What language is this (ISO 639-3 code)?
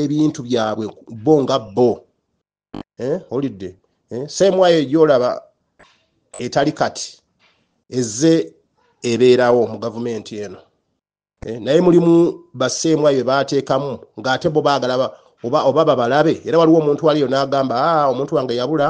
lug